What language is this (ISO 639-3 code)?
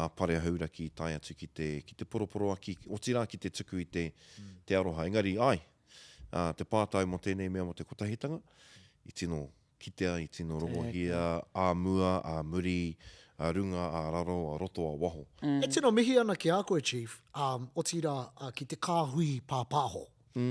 mri